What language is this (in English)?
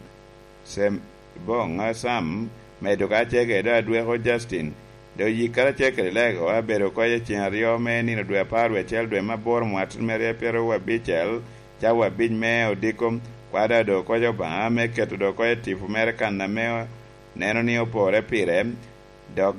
Lango (Uganda)